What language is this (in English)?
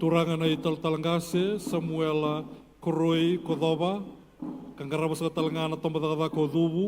Fijian